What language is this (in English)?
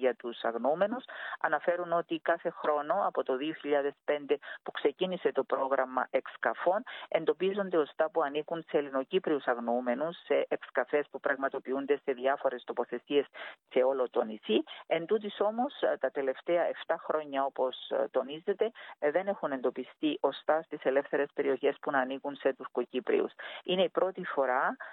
Greek